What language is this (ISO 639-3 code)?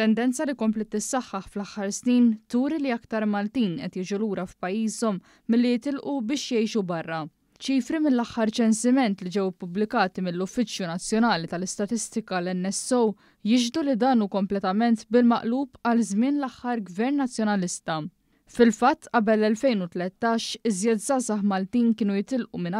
mlt